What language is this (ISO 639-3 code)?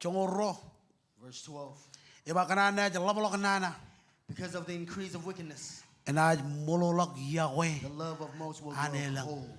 mah